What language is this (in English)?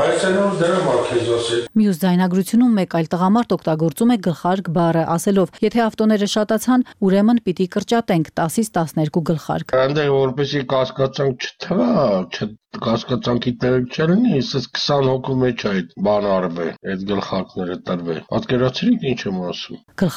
Armenian